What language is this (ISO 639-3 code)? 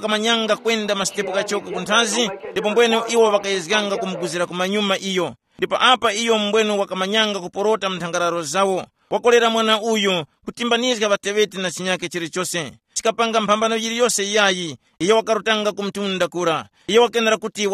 tum